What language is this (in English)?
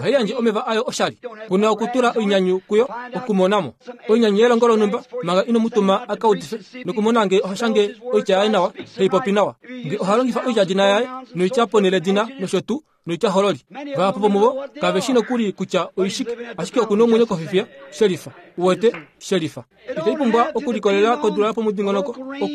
Kuanyama